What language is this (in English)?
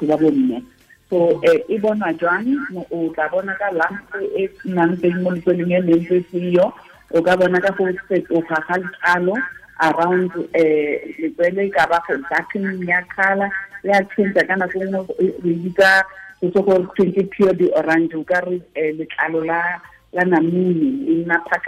Tswana